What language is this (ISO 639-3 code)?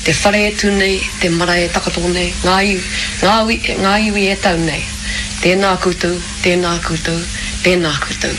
mri